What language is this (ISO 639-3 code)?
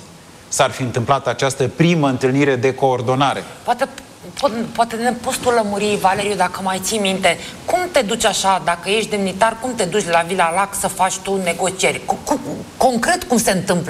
ron